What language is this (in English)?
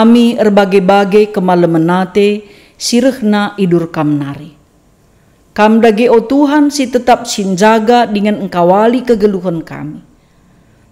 Batak Karo